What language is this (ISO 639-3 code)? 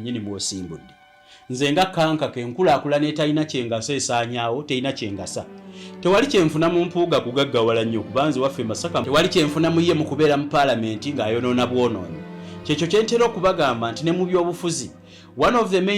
lug